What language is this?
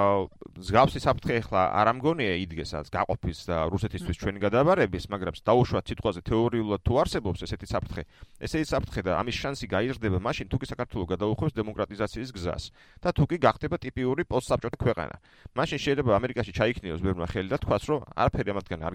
Georgian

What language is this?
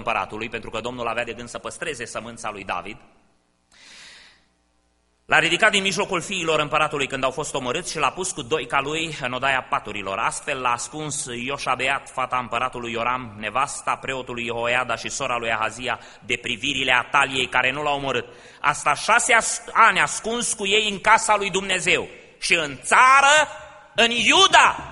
Romanian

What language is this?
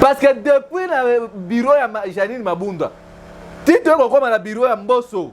Lingala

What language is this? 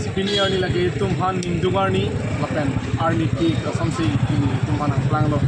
Karbi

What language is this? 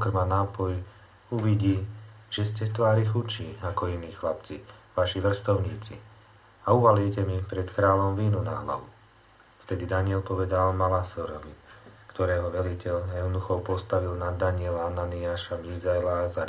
Slovak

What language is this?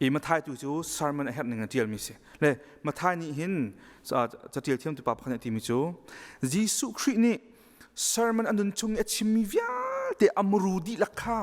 Hakha Chin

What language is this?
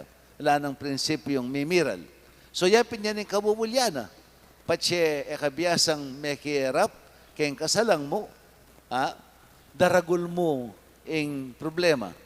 Pampanga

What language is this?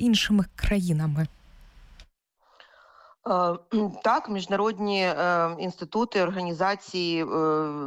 Ukrainian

